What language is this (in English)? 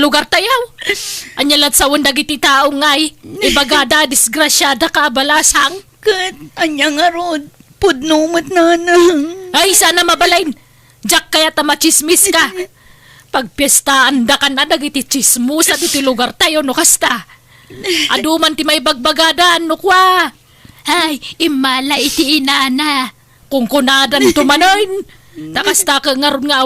Iloko